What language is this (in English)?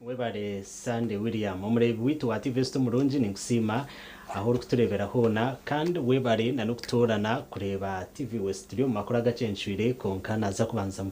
Nyankole